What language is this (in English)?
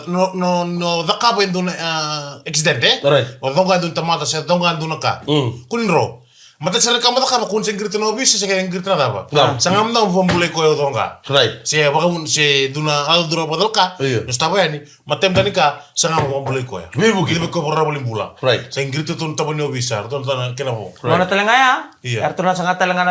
Fijian